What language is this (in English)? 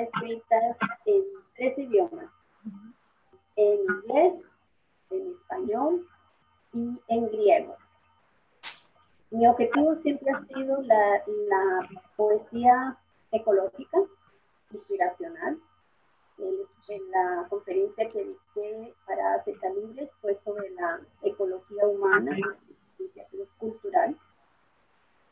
Spanish